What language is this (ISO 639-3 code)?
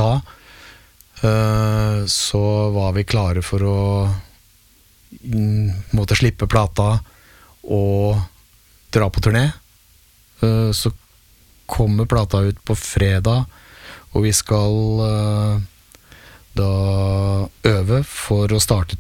nor